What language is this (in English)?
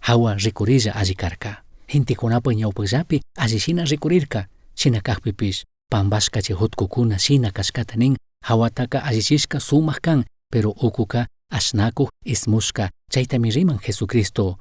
Chimborazo Highland Quichua